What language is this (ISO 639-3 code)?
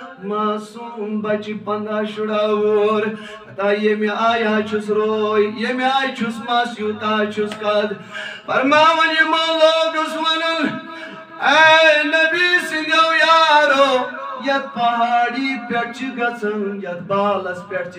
kas